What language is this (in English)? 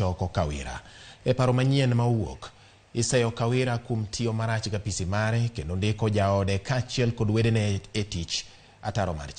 Luo (Kenya and Tanzania)